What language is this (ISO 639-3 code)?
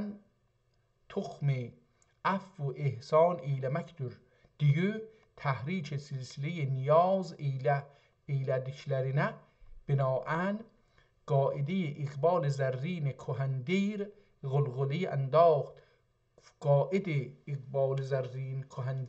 azb